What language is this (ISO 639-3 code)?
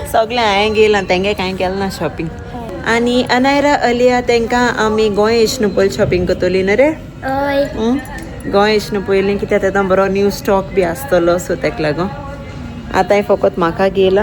kok